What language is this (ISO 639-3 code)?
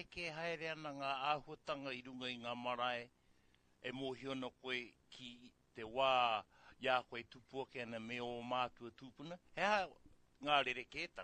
mri